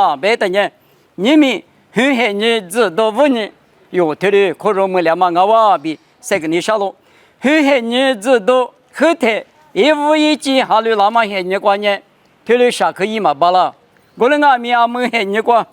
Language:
Lisu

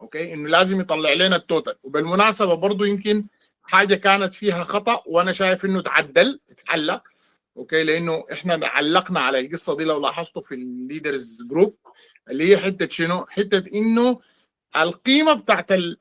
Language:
Sudanese Arabic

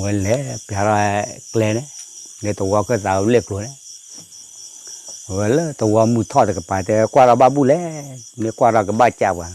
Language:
S'gaw Karen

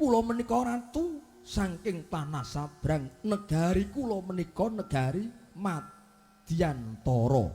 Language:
Javanese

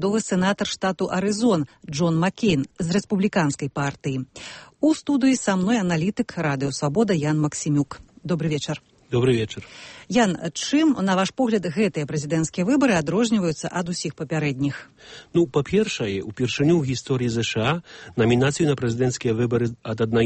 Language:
Belarusian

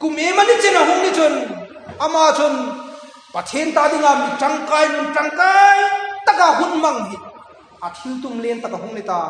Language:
Hmar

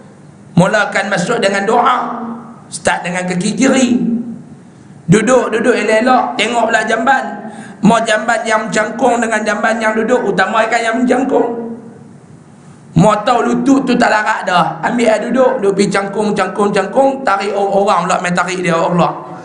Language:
Malay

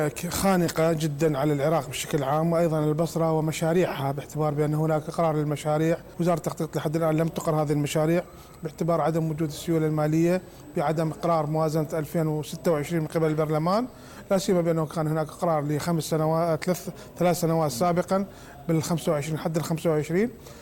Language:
Mesopotamian Arabic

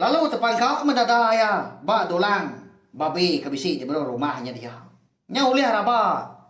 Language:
Iban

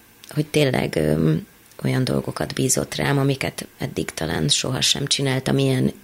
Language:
Hungarian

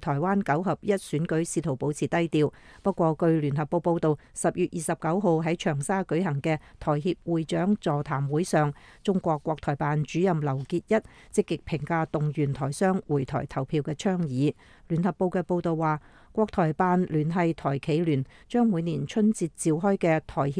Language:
Cantonese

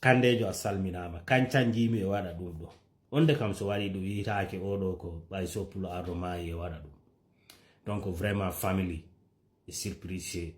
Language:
Fula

